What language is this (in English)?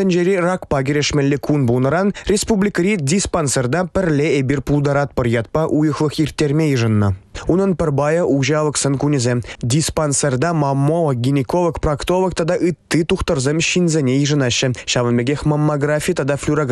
Chuvash